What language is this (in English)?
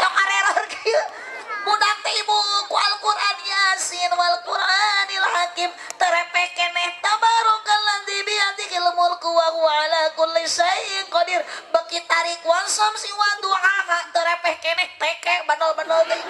Sundanese